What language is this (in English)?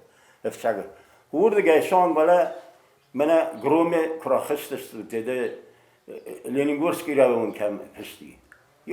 Ossetic